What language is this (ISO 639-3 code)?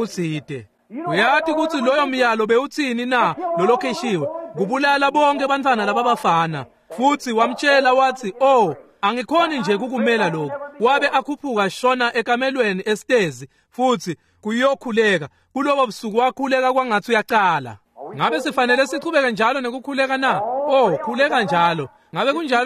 ssw